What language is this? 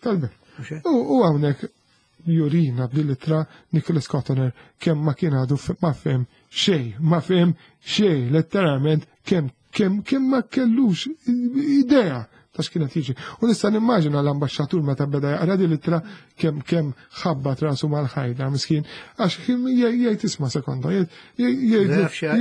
Maltese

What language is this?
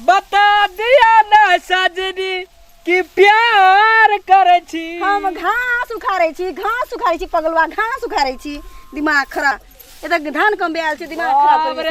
Maithili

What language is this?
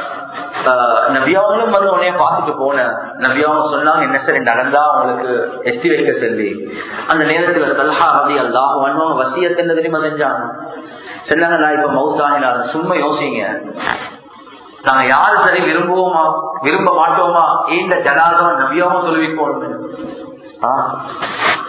Tamil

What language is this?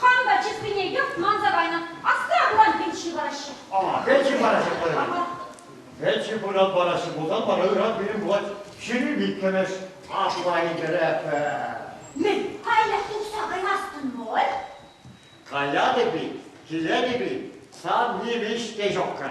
Chuvash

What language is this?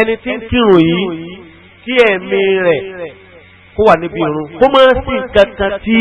Yoruba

